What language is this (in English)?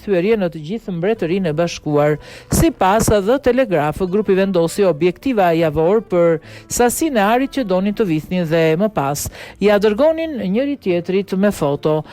Albanian